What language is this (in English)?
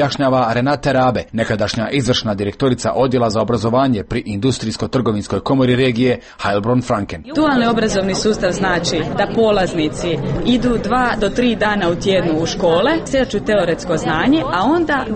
Croatian